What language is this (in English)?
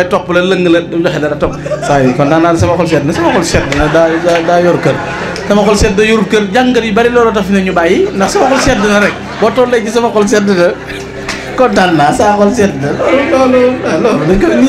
Wolof